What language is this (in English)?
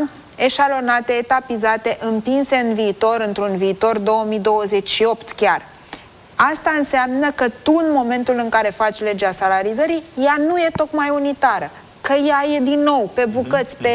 Romanian